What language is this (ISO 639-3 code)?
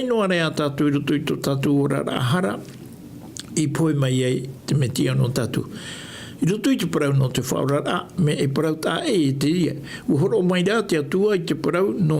tah